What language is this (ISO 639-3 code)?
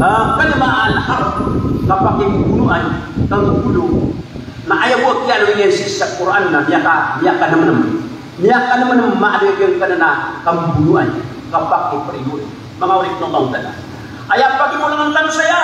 mrw